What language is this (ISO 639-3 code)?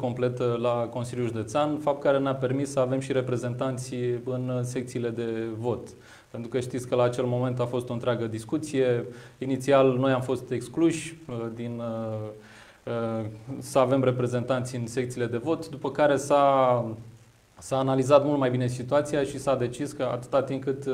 ron